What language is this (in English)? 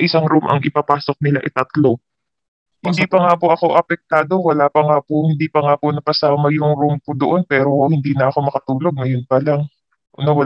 Filipino